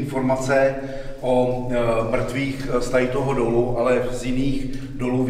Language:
Czech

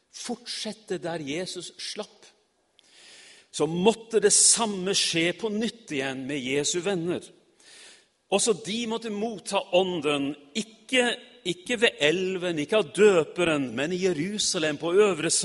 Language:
Norwegian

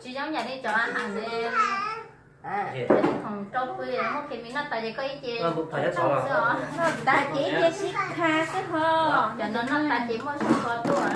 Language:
Hmong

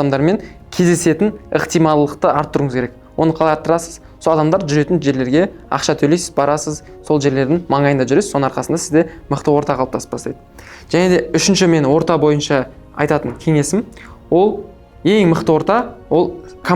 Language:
Kazakh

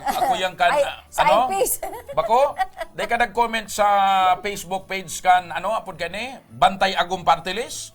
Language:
Bikol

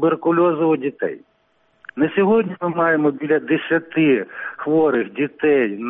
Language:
Ukrainian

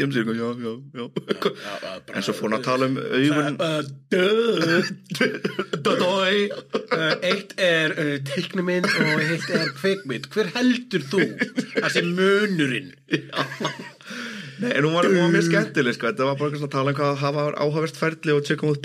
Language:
Icelandic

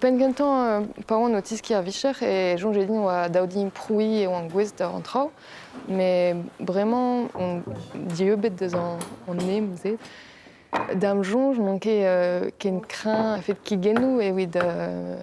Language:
Breton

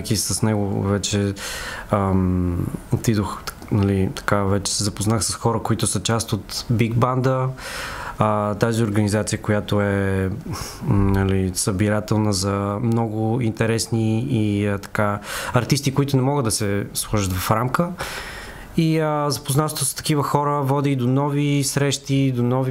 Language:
Bulgarian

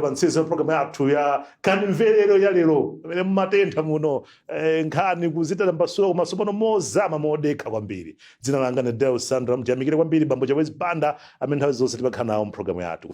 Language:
Nyanja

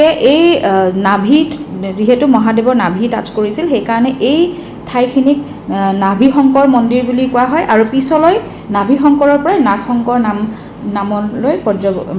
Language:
Assamese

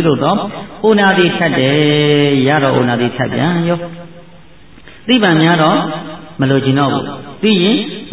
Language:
Burmese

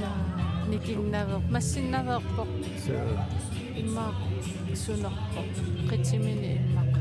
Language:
Kalaallisut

